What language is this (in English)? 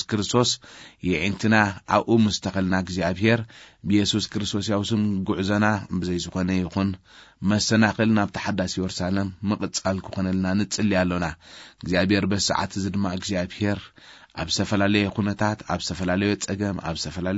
Tigrinya